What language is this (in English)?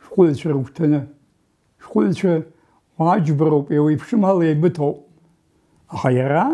Abkhazian